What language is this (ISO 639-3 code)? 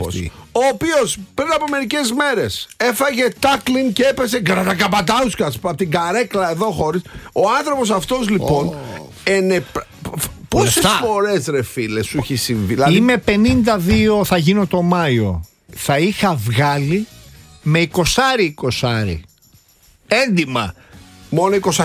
ell